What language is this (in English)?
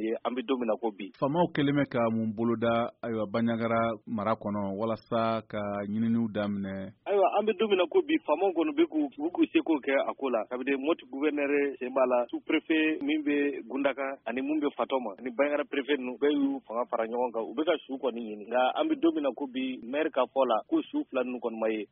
Bambara